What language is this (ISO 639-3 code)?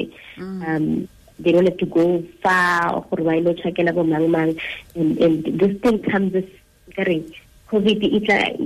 tsn